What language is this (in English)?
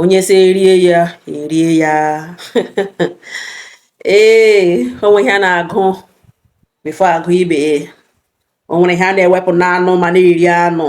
Igbo